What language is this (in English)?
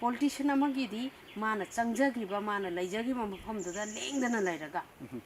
Manipuri